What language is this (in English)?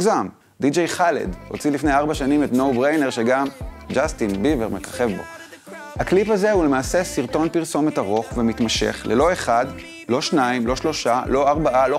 Hebrew